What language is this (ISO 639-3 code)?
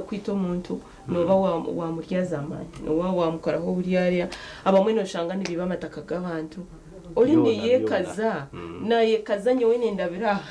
nyn